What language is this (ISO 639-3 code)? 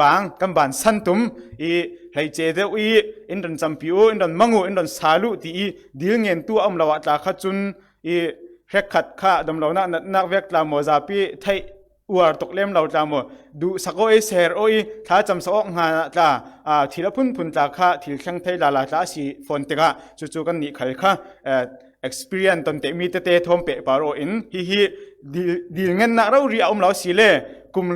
cfm